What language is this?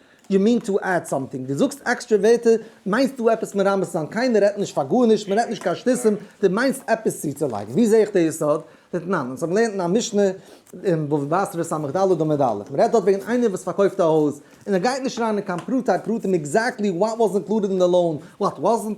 Yiddish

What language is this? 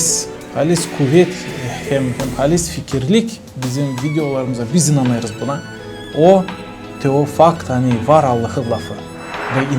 Gagauz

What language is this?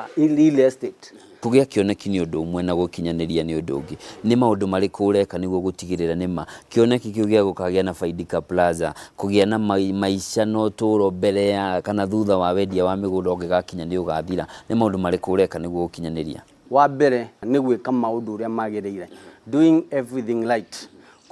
Kikuyu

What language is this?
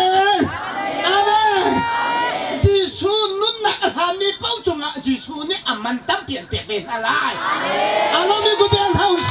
Hakha Chin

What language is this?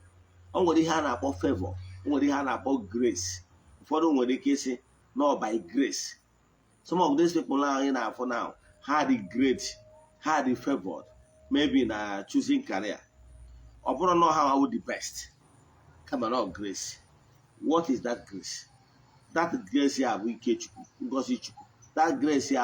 Igbo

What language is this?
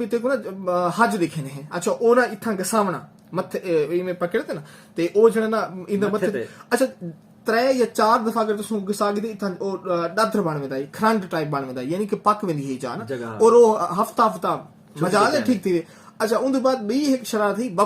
Saraiki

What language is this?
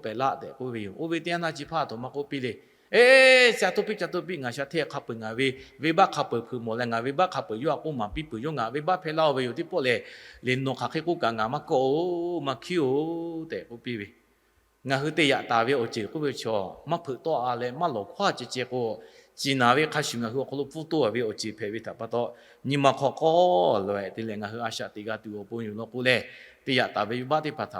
Lahu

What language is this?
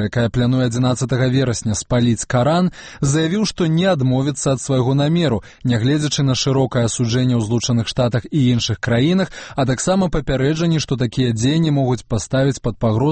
Belarusian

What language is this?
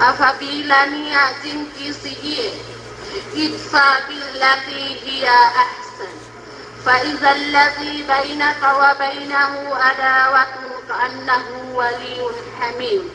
Yakan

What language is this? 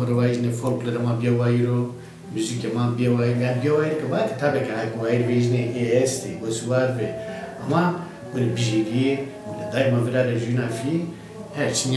Zaza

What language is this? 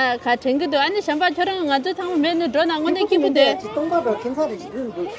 Tibetan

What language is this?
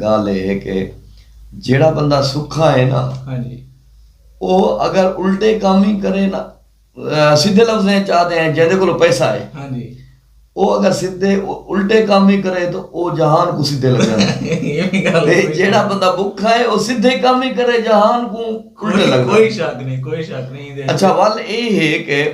Saraiki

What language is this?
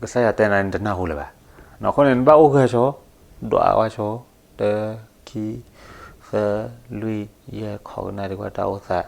S'gaw Karen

